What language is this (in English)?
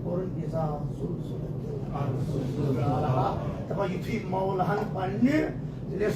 Kashmiri